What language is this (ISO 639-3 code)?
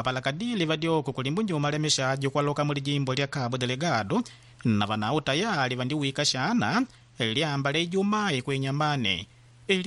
kde